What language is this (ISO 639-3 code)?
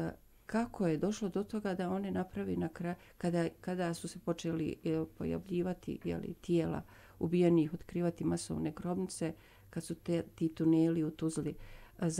bos